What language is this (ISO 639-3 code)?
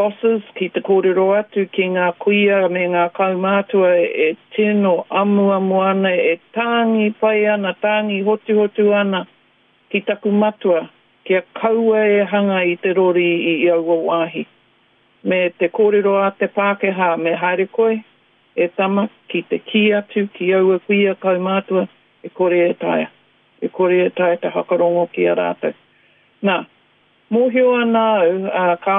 mri